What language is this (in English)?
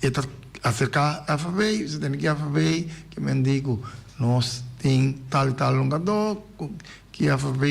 Papiamento